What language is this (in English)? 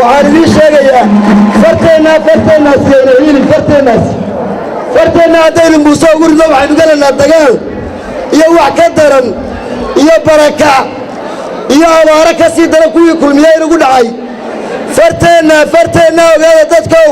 Somali